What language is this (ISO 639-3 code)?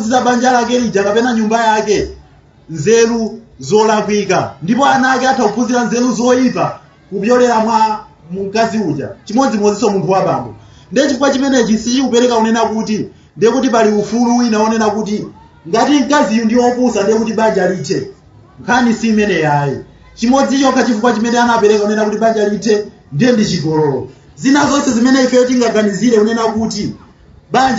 nya